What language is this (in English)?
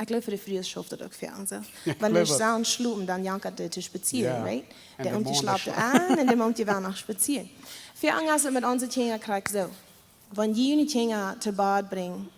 Plautdietsch